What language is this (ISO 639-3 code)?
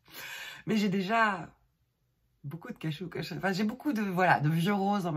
fra